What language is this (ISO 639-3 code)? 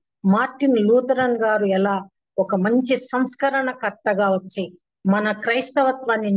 tel